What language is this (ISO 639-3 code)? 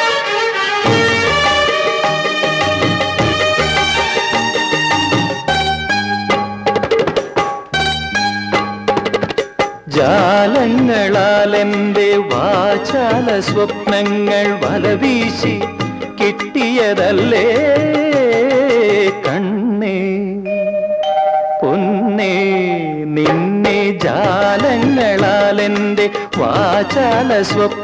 mal